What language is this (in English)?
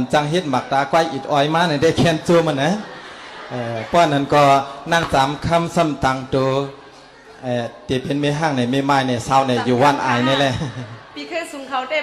Shan